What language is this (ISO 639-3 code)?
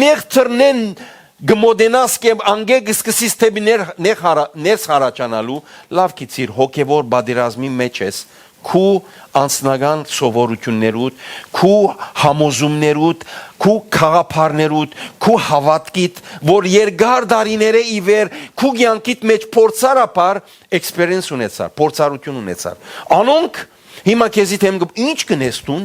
hyw